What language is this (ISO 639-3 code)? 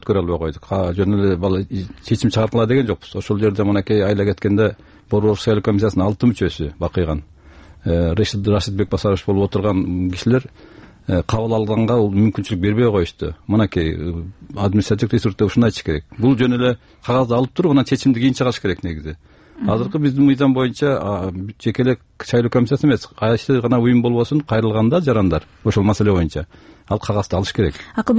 kir